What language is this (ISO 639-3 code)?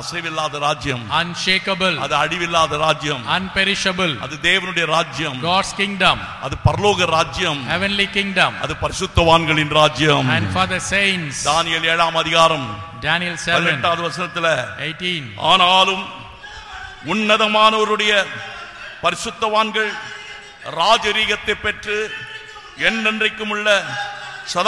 tam